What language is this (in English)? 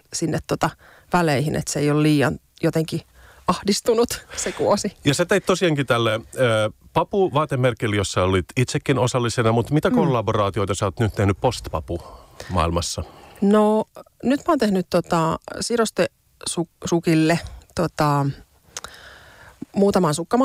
Finnish